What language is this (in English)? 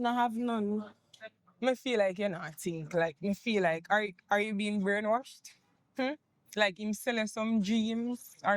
Jamaican Creole English